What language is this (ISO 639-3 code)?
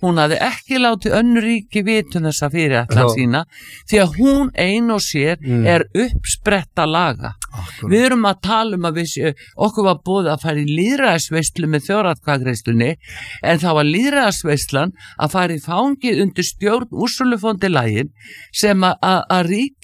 isl